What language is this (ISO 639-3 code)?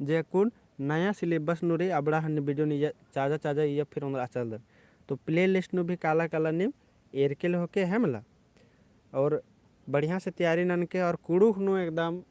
kru